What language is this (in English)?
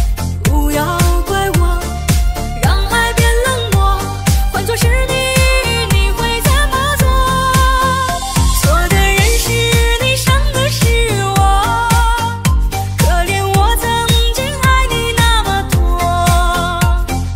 Chinese